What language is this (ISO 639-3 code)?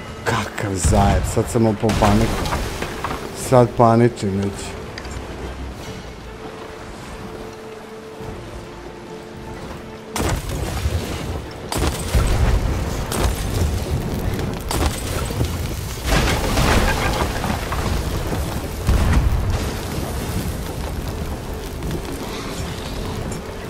srp